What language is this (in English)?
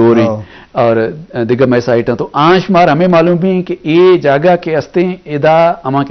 Eastern Balochi